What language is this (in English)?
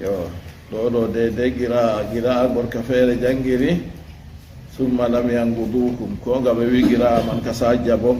Fula